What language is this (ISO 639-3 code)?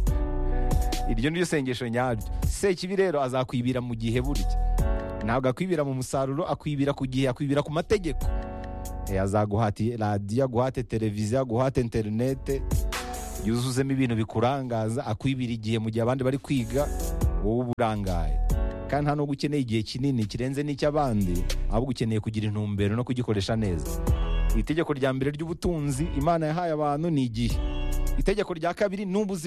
kin